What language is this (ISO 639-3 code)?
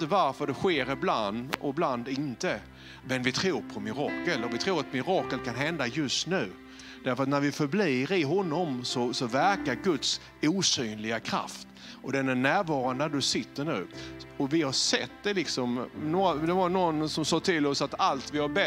swe